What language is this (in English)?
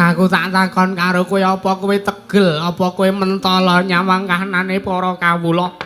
Javanese